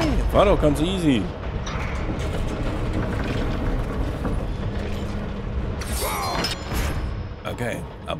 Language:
German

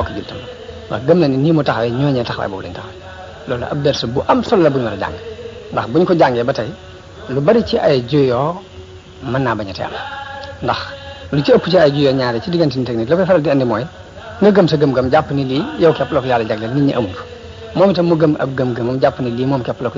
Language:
Wolof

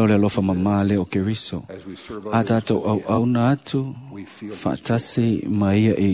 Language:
Samoan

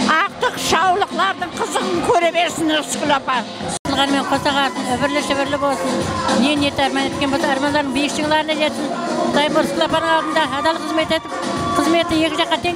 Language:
Kara-Kalpak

